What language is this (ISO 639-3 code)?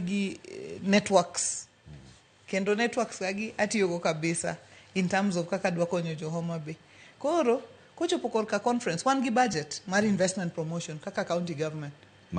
luo